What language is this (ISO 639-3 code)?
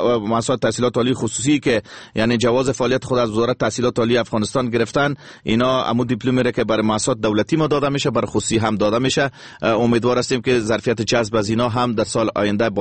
fas